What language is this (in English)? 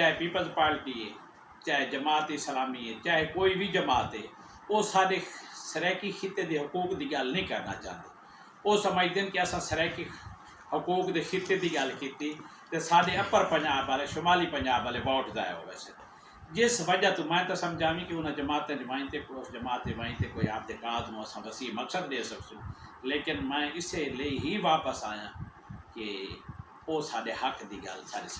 Saraiki